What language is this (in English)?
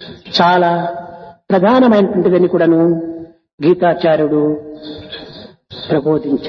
Telugu